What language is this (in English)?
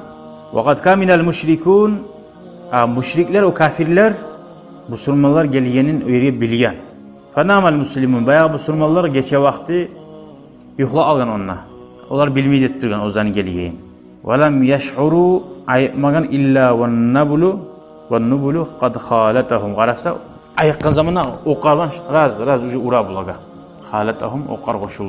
Kumyk